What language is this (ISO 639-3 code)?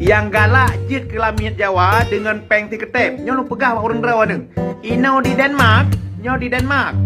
ace